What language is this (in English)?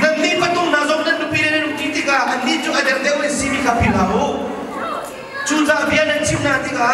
Hakha Chin